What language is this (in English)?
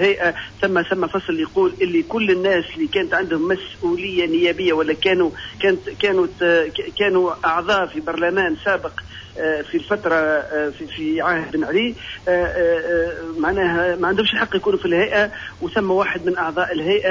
Tunisian Arabic